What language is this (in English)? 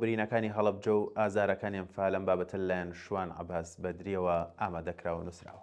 Central Kurdish